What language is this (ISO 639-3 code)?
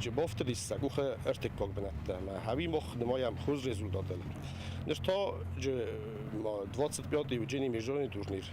oss